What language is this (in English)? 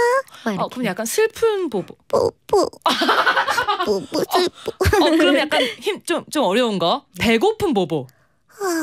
Korean